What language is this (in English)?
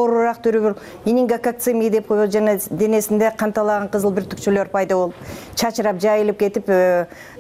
Kyrgyz